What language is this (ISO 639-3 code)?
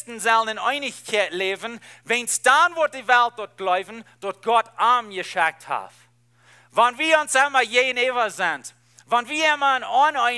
pdt